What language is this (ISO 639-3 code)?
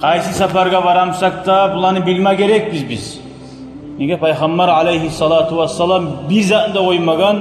kum